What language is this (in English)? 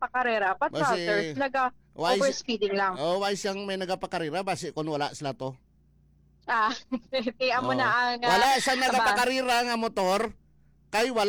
Hiligaynon